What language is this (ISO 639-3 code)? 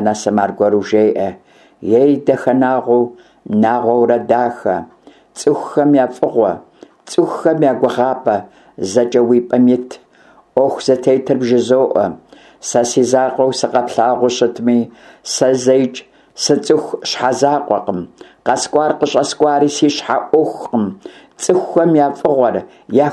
kbd